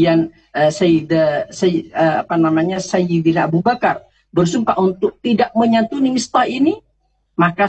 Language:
Indonesian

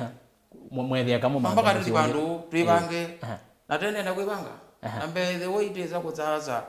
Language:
Kamba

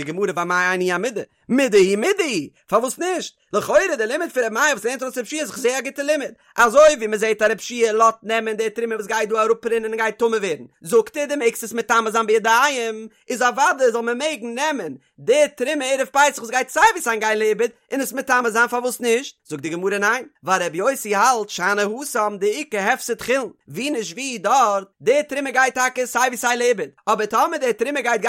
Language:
Yiddish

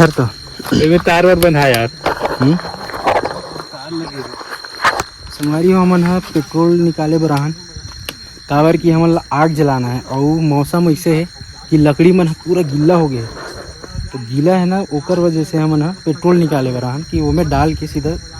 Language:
Chhattisgarhi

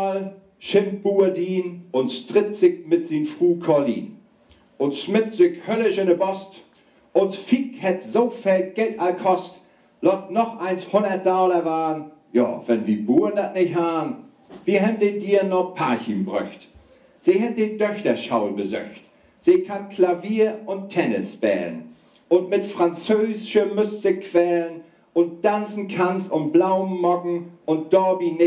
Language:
Low German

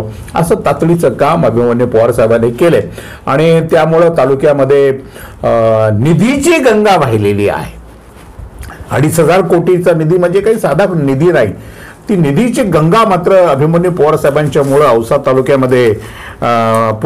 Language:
Marathi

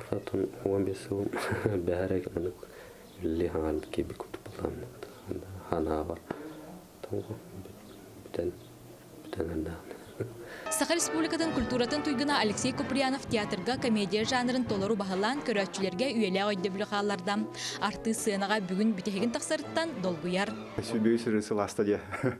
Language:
Yakut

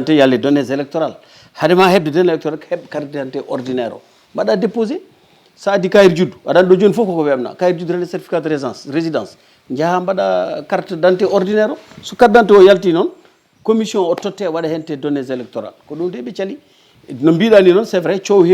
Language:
Fula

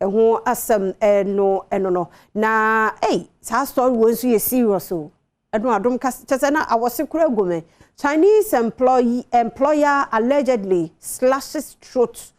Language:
Akan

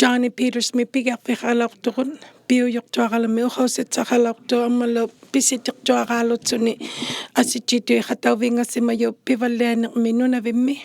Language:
Inuktitut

